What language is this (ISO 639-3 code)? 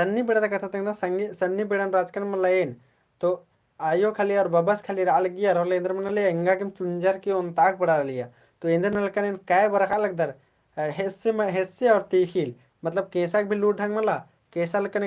kru